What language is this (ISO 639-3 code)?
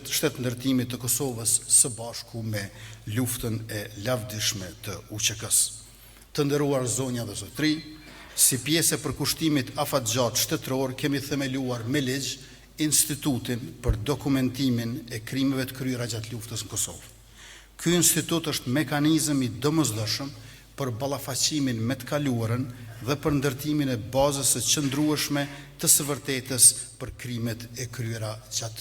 sqi